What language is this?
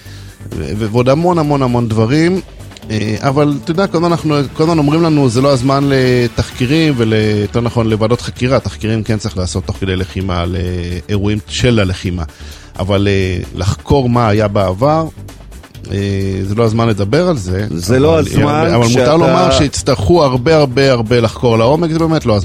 Hebrew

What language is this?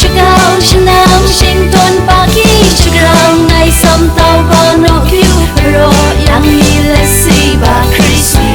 Kachin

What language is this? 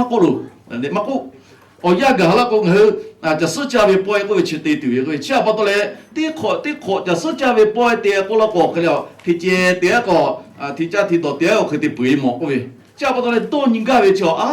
Lahu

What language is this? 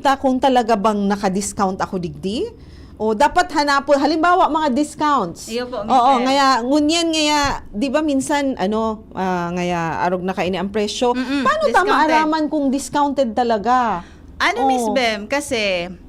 Bikol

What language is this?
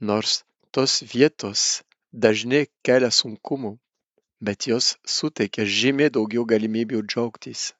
Lithuanian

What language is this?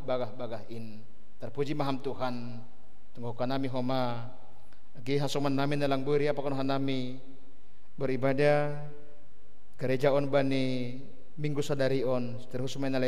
Batak Simalungun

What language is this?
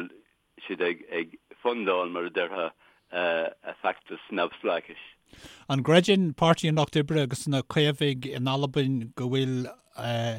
Irish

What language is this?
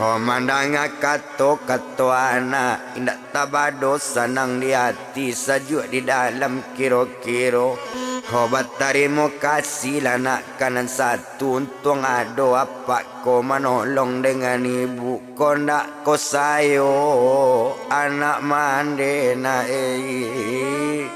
Minangkabau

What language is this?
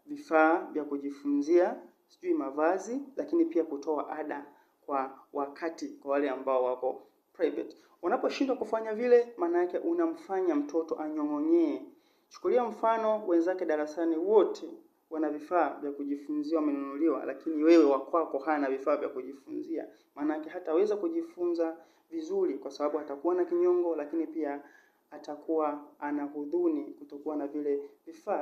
Swahili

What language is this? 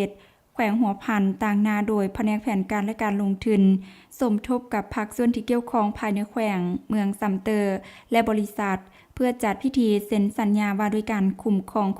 Lao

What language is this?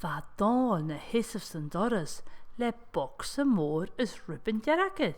Scottish Gaelic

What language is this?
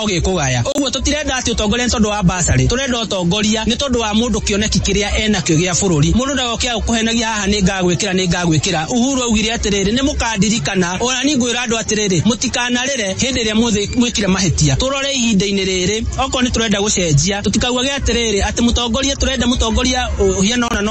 Kikuyu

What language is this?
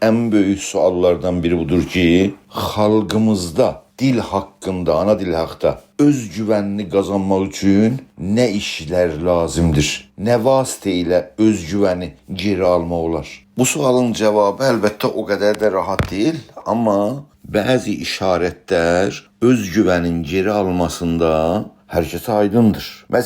South Azerbaijani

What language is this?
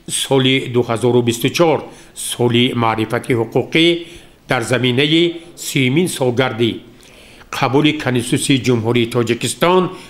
Tajik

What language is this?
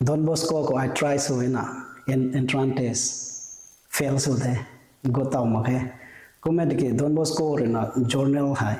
Rongmei Naga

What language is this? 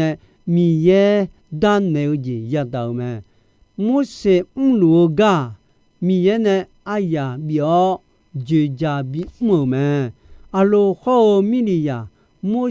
Akha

